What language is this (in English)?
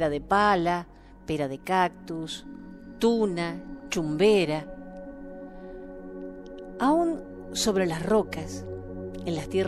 Spanish